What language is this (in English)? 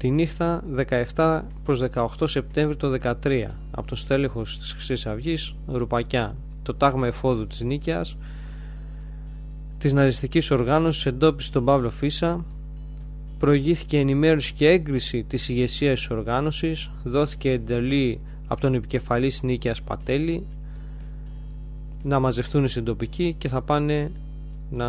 Greek